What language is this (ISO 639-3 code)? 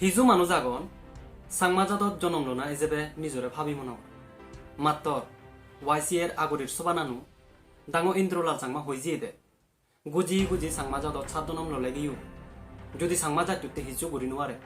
ccp